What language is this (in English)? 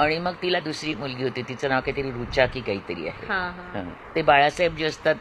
Marathi